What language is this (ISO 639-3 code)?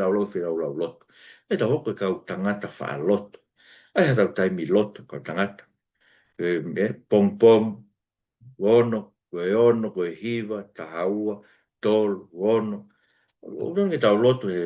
ton